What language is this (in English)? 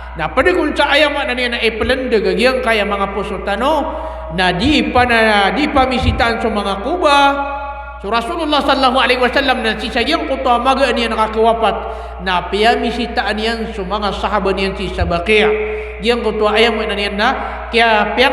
Maranao